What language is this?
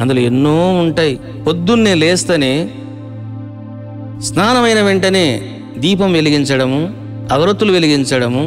Telugu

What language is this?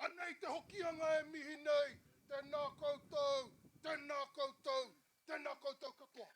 Māori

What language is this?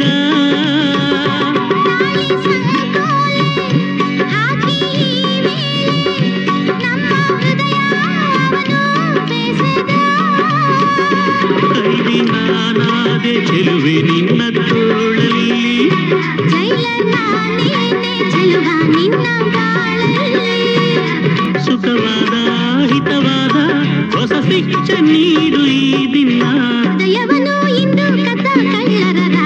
Kannada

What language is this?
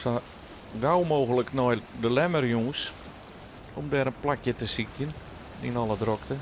Western Frisian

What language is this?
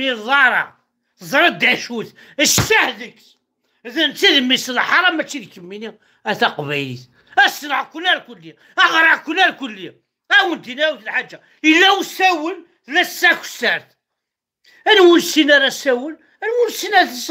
Kabyle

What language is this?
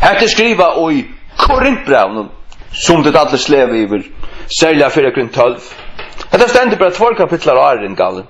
Faroese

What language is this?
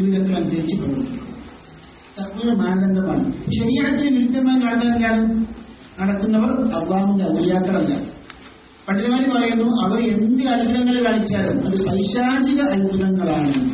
Malayalam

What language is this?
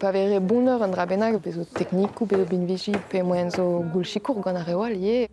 Breton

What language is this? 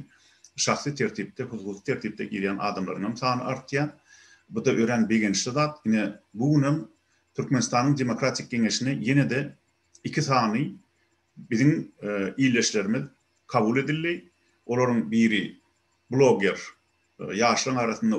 Turkmen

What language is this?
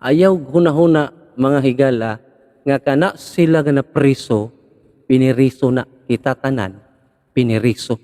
Cebuano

